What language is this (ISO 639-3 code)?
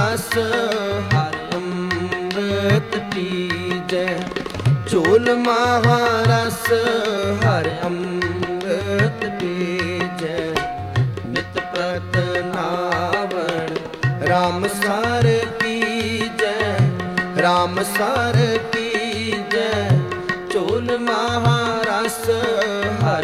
pan